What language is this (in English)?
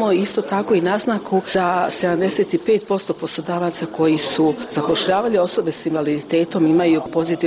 Croatian